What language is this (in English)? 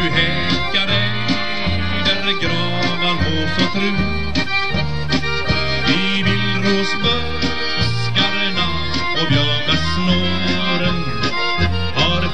Swedish